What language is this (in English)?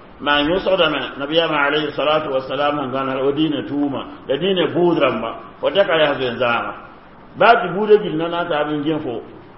Mossi